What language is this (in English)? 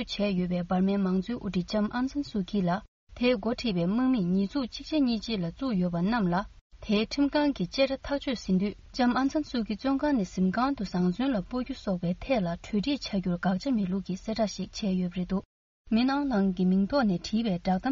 Tibetan